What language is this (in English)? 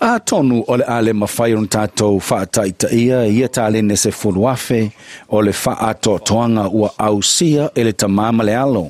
Samoan